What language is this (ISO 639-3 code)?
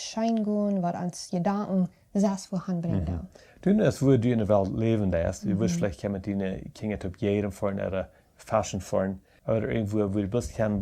pdt